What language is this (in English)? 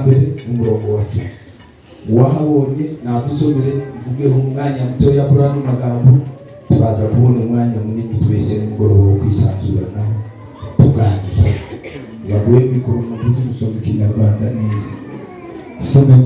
Kinyarwanda